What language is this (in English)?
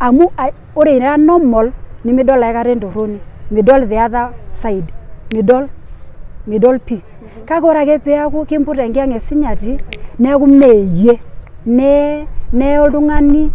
Masai